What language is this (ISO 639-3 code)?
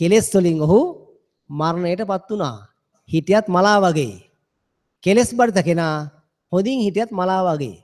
sin